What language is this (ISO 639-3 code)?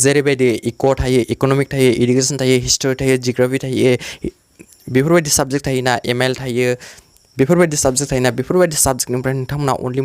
brx